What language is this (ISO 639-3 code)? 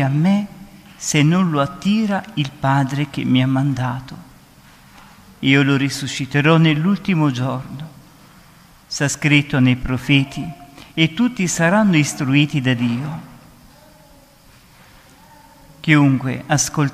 ita